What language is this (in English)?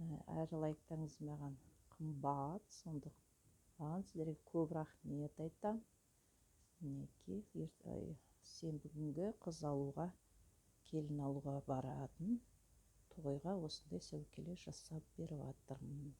Kazakh